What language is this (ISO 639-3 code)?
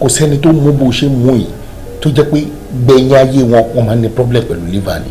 yor